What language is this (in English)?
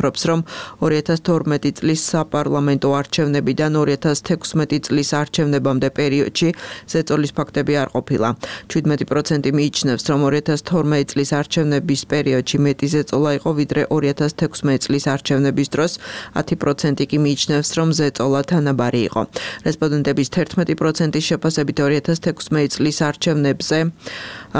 Georgian